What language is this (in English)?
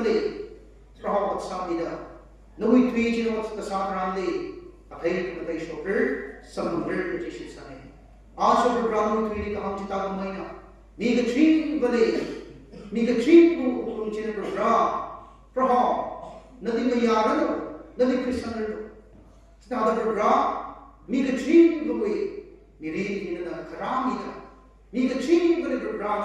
Tangkhul Naga (India)